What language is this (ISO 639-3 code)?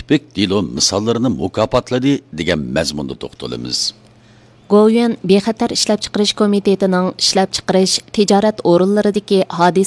uig